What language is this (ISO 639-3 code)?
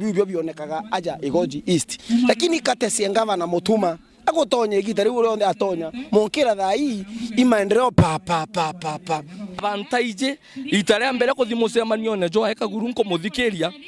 mer